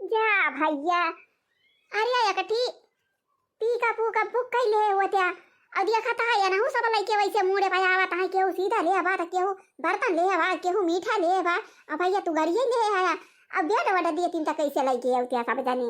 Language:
Awadhi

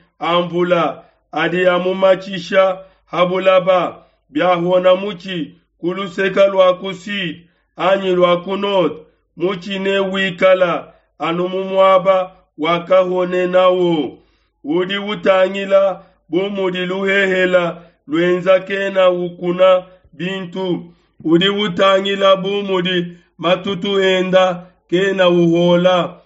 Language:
Luba-Lulua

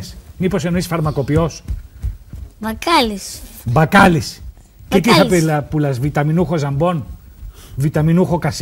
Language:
Greek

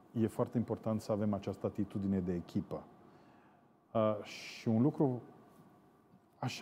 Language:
Romanian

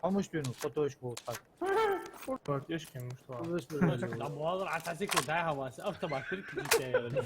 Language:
Ingush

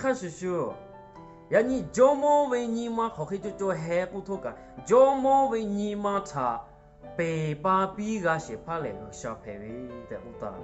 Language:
Lahu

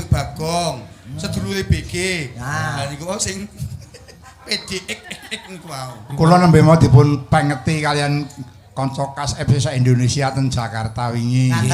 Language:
Javanese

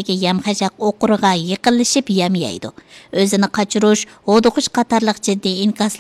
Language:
Uyghur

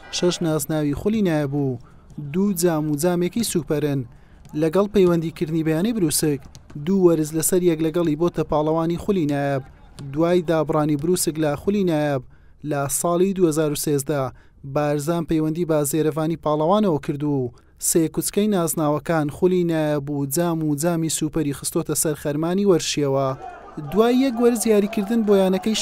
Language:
Central Kurdish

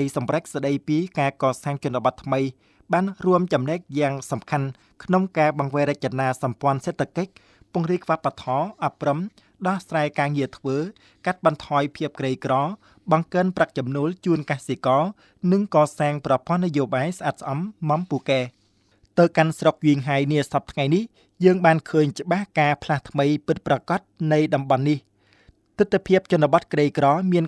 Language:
Khmer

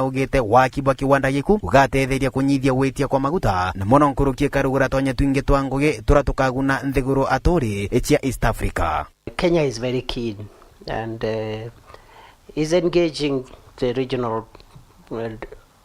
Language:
Meru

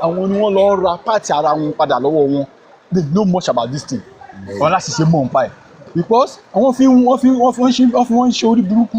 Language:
Yoruba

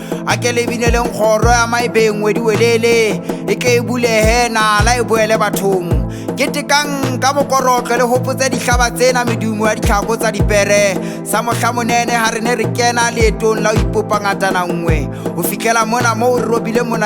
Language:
Southern Sotho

